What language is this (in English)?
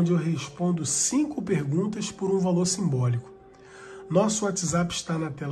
Portuguese